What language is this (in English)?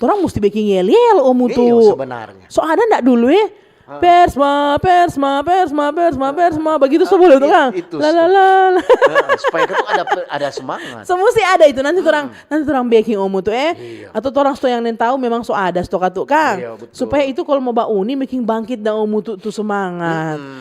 Manado Malay